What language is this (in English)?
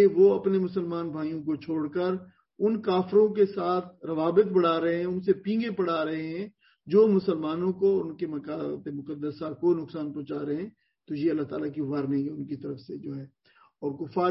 Urdu